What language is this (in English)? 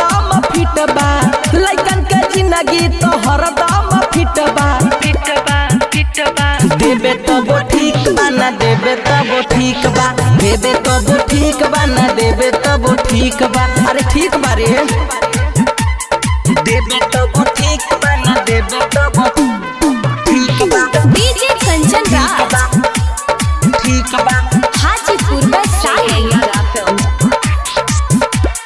Bhojpuri